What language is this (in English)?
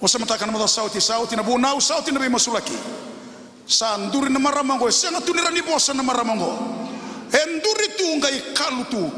Fijian